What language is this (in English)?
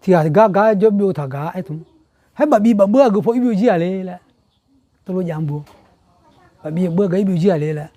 Akha